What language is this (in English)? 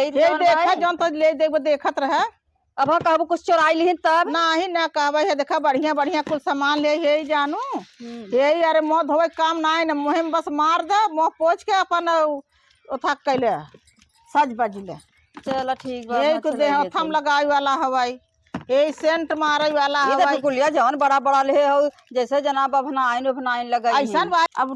Awadhi